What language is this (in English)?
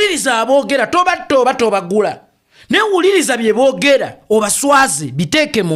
Ganda